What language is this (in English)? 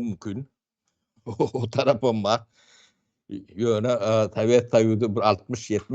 Turkmen